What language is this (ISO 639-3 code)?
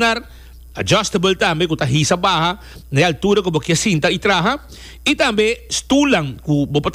pap